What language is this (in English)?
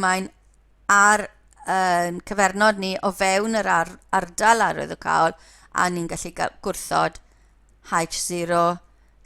Welsh